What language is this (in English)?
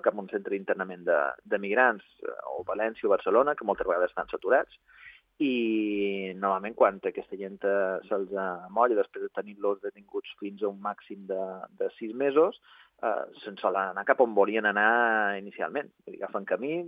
Catalan